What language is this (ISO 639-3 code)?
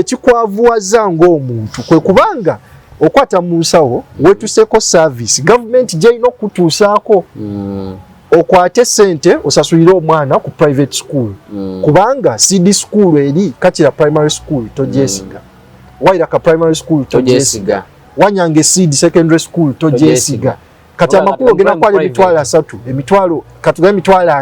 lug